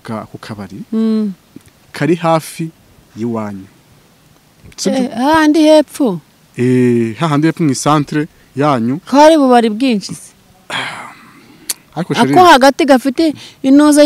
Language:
Kinyarwanda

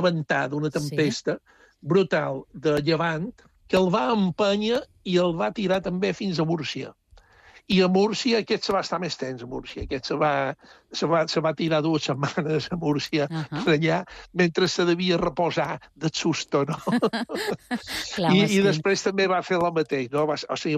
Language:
Catalan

